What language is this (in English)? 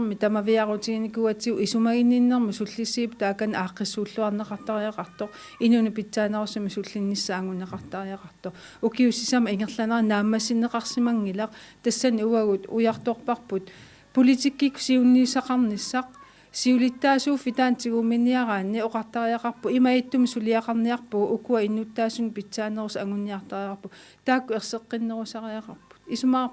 Kalaallisut